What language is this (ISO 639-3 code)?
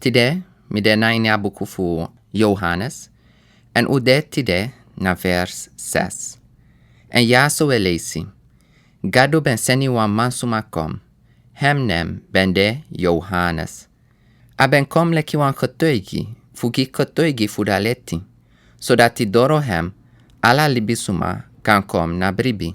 srn